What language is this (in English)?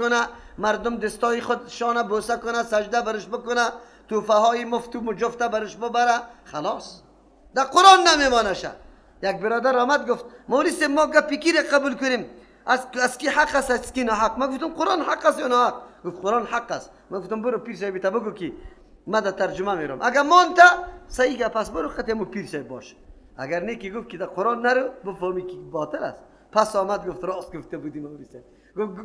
Persian